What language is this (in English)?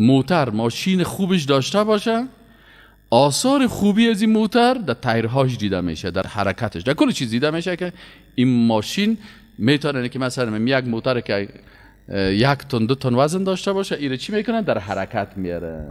Persian